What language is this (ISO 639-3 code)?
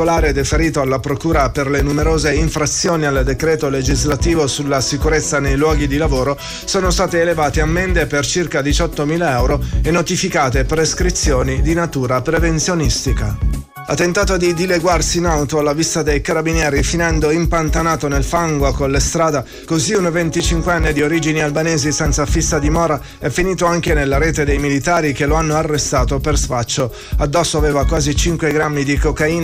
ita